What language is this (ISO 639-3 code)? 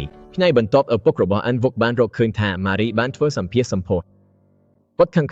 khm